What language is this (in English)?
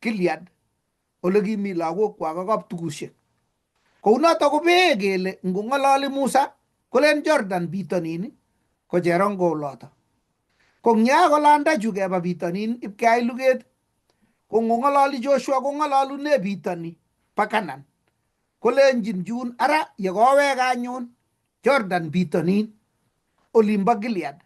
Kalenjin